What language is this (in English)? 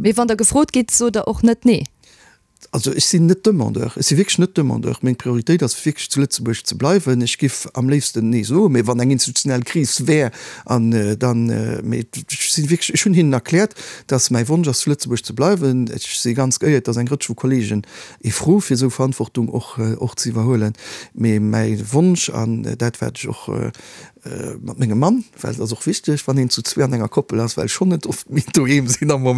Luxembourgish